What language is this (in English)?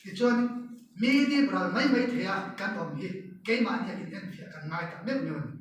Mizo